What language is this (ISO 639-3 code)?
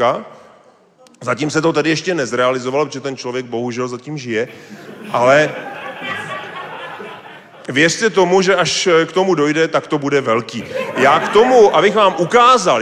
ces